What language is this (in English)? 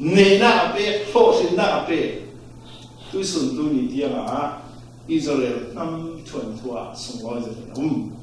Falam Chin